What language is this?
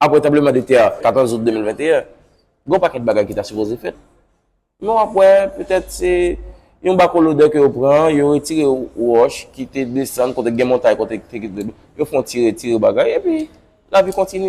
Haitian Creole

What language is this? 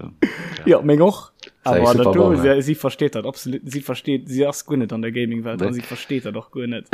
Luxembourgish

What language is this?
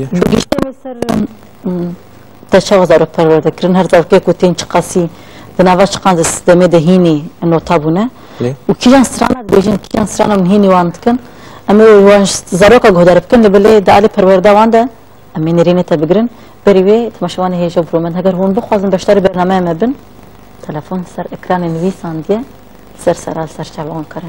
Kurdish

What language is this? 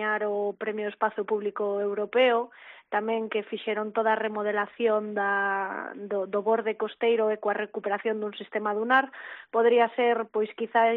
Galician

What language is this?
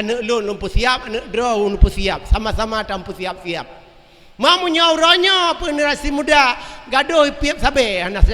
Achinese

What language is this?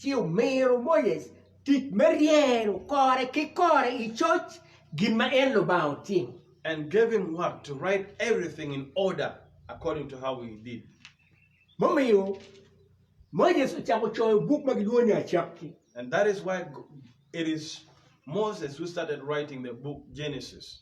Acoli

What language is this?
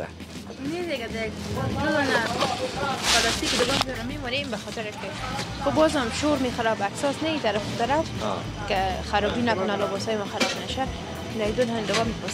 Persian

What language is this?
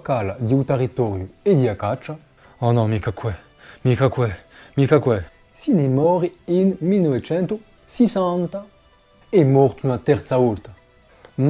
Corsican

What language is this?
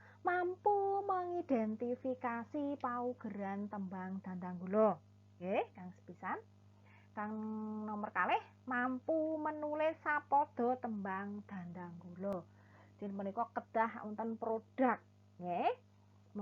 Javanese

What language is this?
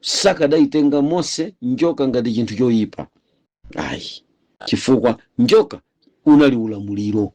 Nyanja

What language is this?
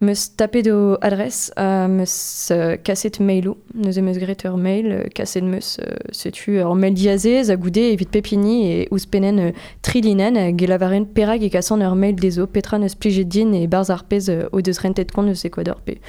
Breton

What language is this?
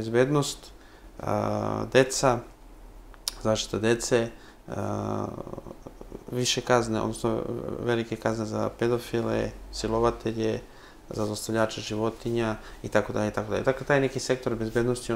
Serbian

